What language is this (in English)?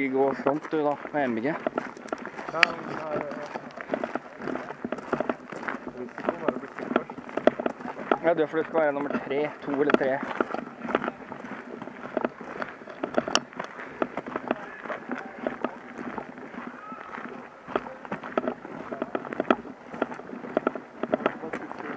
Norwegian